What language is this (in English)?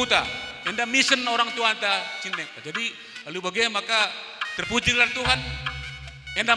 Batak Karo